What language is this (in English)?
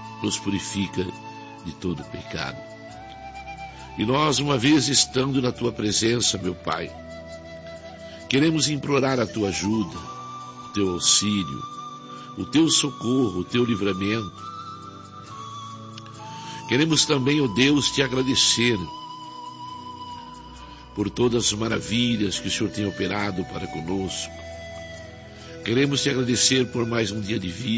Portuguese